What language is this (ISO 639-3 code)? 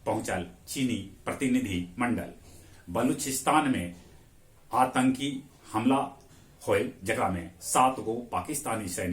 mag